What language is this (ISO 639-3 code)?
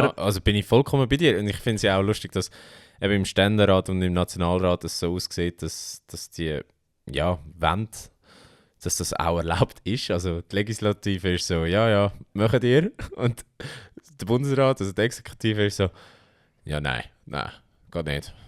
gsw